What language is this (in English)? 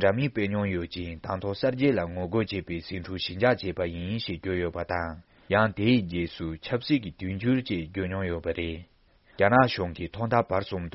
Tibetan